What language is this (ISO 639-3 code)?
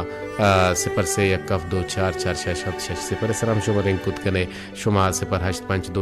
bal